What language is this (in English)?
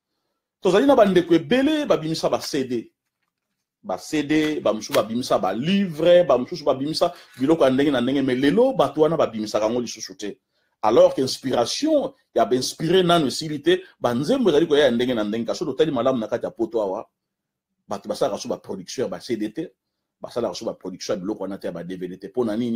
Lingala